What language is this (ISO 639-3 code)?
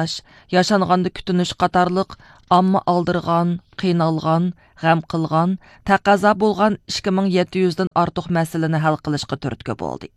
uig